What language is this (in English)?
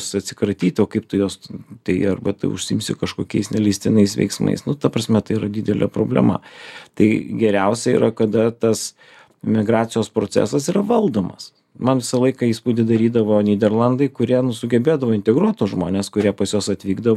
Lithuanian